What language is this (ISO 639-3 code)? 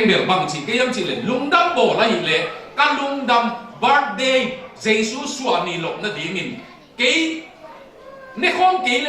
ctd